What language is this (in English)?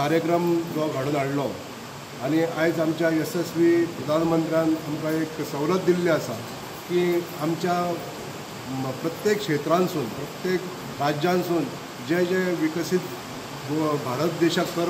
Konkani